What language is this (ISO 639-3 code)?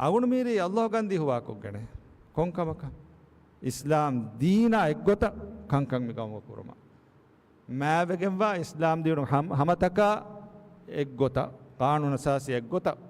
div